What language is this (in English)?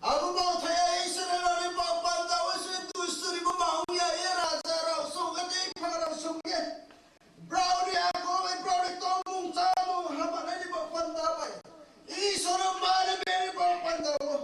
Riang (India)